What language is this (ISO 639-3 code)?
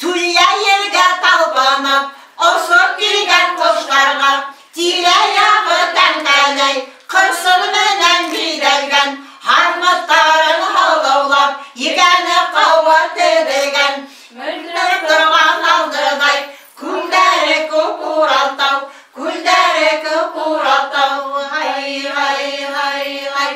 bak